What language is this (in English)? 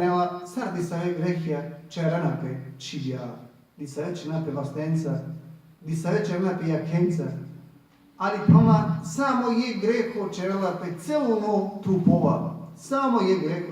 Balkan Romani